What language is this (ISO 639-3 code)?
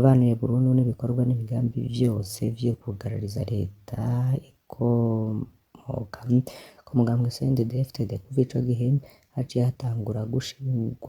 run